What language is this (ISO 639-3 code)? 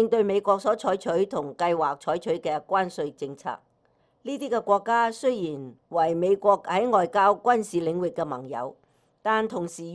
yue